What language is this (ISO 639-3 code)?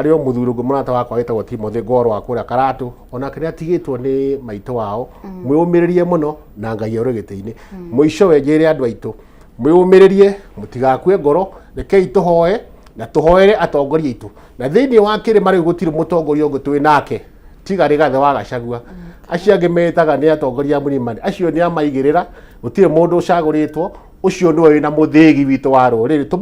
kik